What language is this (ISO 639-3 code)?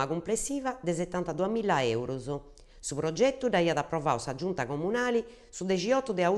srd